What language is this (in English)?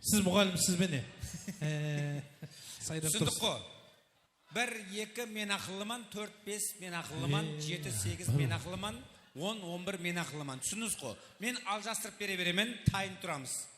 Kara-Kalpak